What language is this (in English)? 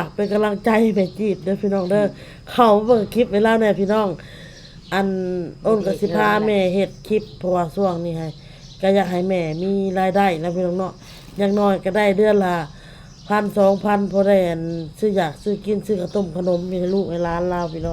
Northeastern Thai